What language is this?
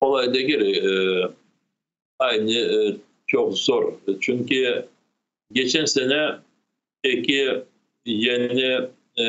Crimean Tatar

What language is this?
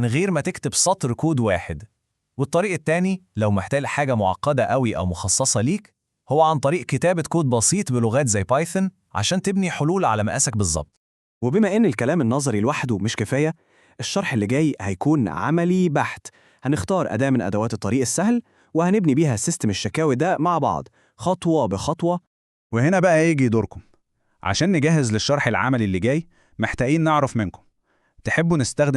Egyptian Arabic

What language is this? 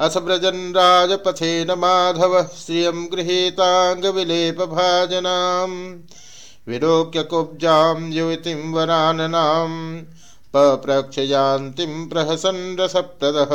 Sanskrit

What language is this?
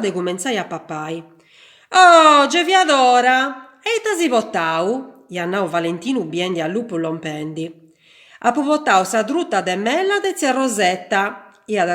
Sardinian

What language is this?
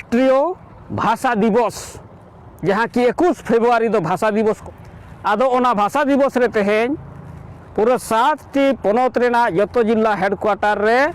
Santali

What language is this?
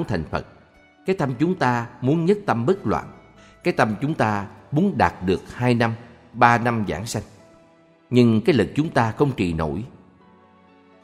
Vietnamese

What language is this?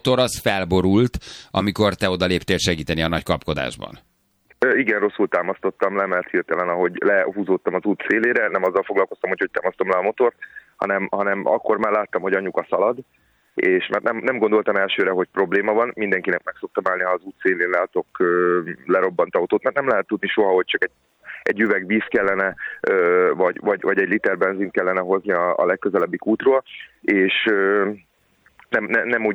Hungarian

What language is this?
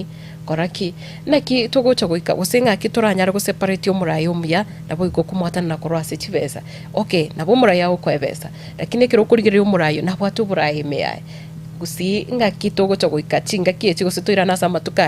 Gusii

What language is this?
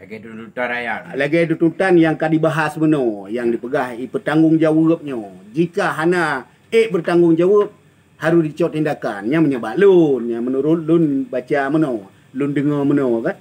Achinese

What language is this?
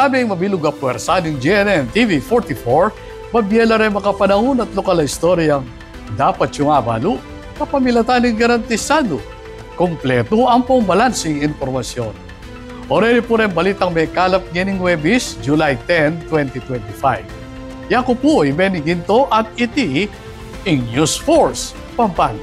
Pampanga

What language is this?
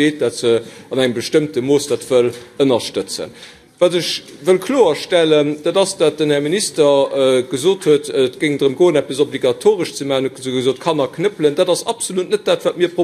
Luxembourgish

